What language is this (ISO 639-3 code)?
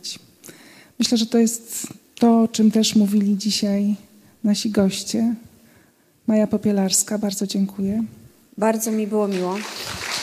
pol